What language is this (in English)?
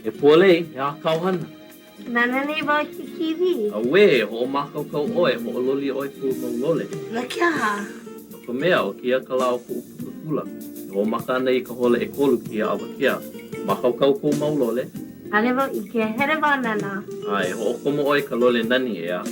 Hawaiian